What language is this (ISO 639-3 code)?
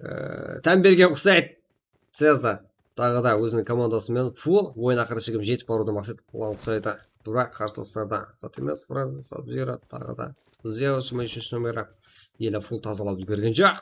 kaa